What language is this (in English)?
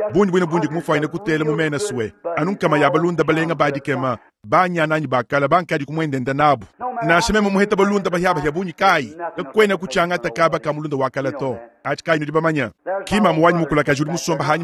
Luba-Lulua